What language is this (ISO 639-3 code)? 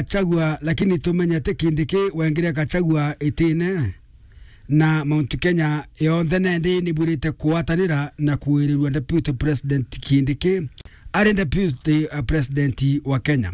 mer